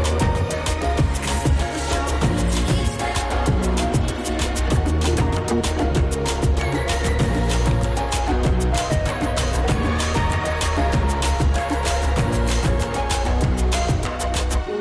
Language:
English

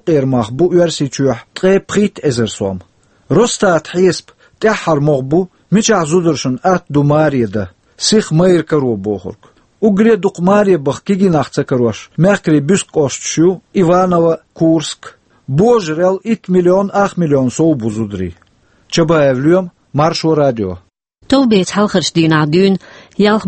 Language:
Chechen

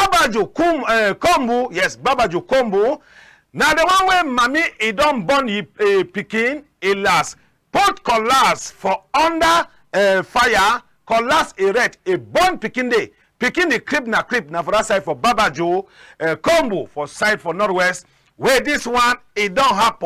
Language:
Cameroon Pidgin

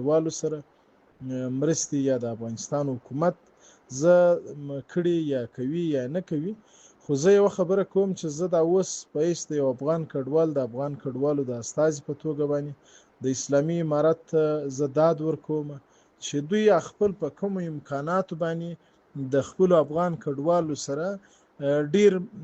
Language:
Pashto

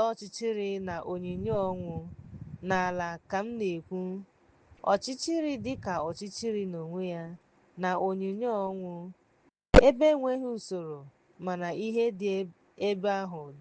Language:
Igbo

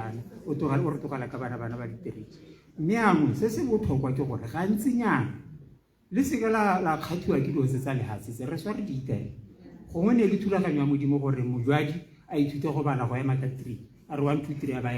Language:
Tswana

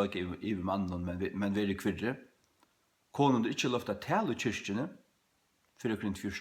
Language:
Faroese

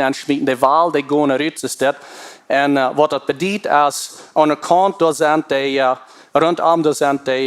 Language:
Plautdietsch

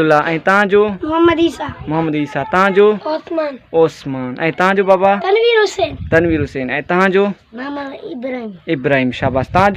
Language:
Sindhi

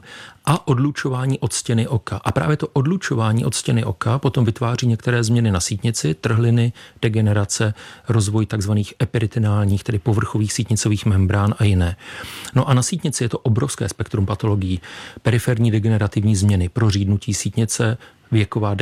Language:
Czech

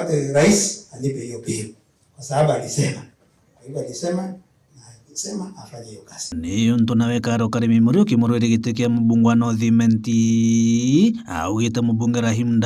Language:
Meru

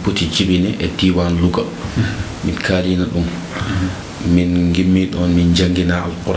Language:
Fula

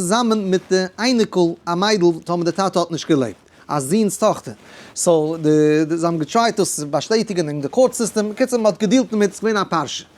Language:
Yiddish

